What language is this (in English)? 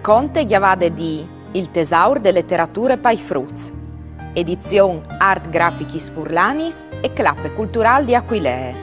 Friulian